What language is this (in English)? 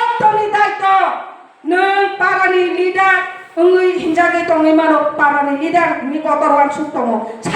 Kok Borok